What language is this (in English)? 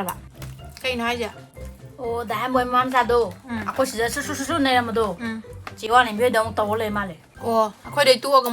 Manipuri